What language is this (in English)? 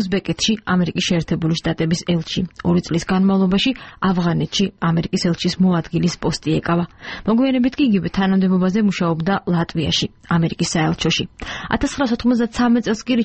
Georgian